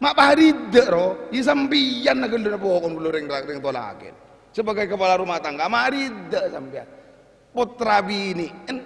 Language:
Madurese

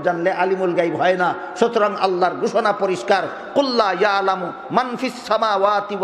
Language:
Bangla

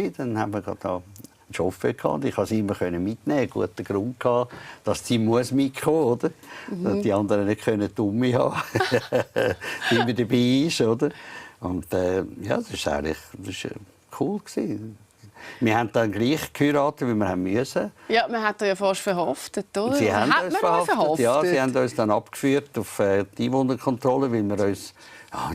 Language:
Swiss German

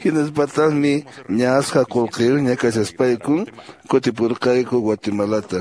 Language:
Quechua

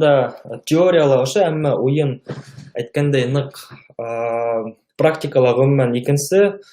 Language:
Bashkir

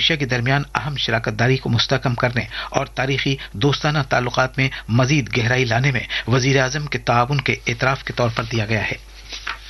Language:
Urdu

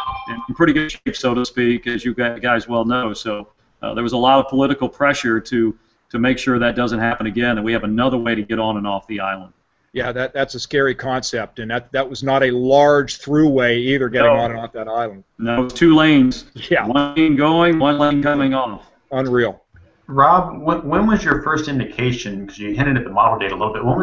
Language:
English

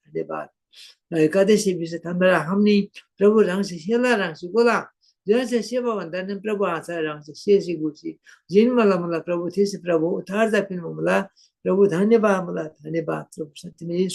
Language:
Eastern Tamang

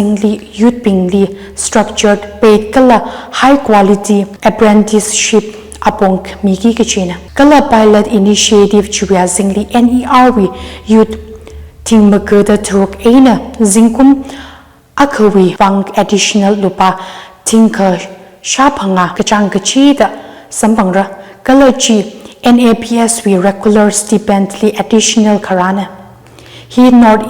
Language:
Tangkhul Naga (India)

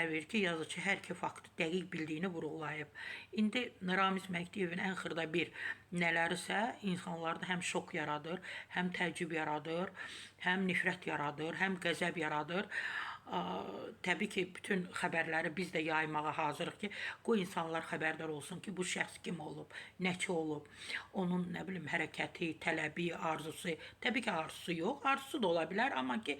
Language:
Azerbaijani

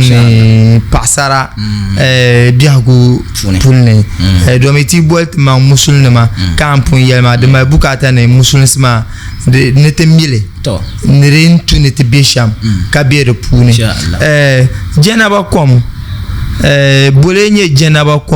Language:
Dagbani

